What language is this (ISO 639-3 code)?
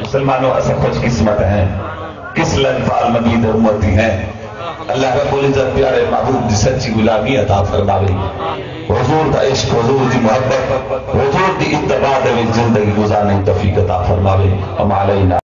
skr